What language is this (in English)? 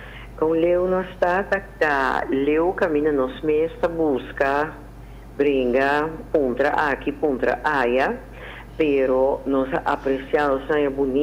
Papiamento